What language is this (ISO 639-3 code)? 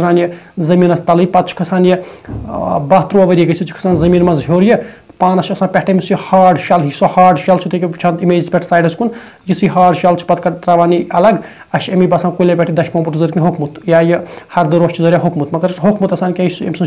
kas